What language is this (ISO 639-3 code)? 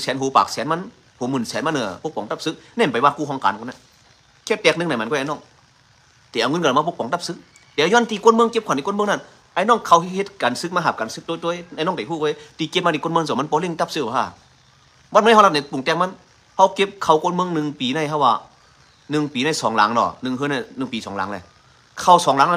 shn